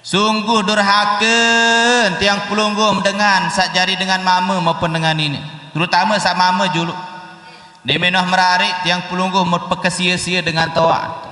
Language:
Sasak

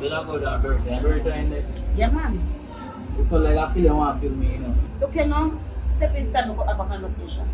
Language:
Jamaican Creole English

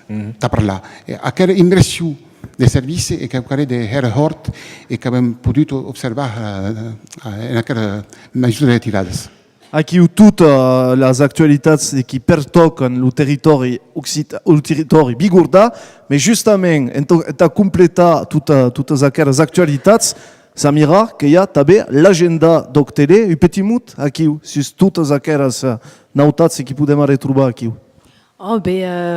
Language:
Occitan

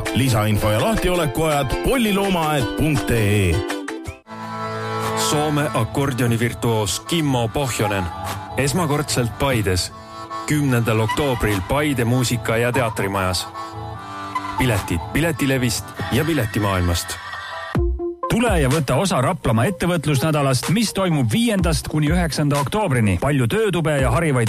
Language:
Estonian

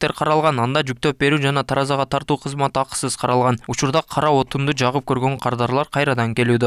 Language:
Kyrgyz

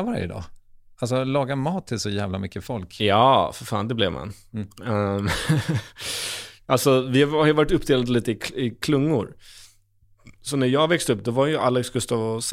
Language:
Swedish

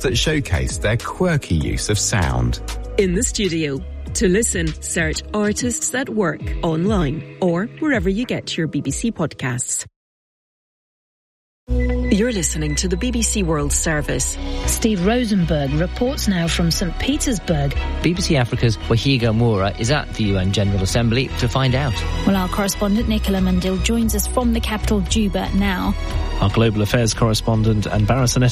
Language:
English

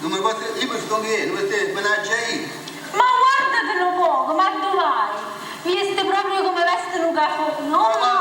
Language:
Neapolitan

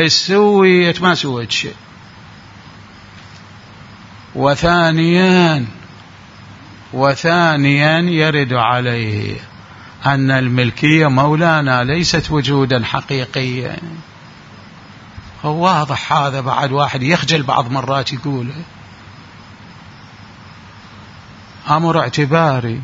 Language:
Arabic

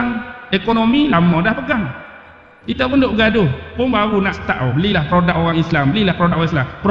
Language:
Malay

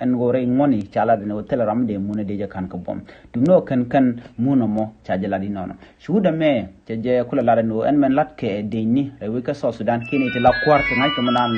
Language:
Nuer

